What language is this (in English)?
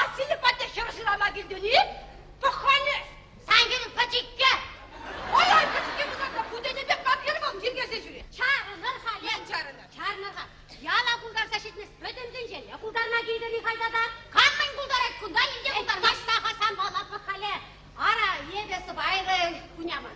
Chuvash